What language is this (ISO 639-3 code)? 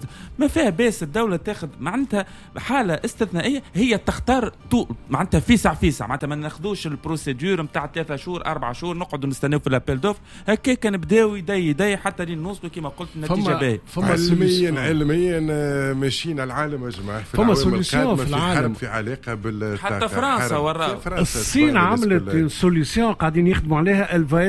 aeb